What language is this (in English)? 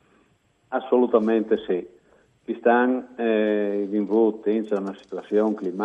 Friulian